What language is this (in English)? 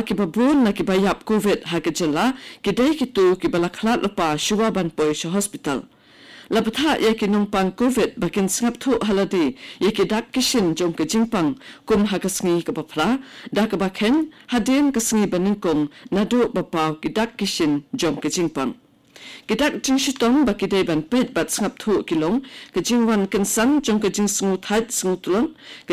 Khasi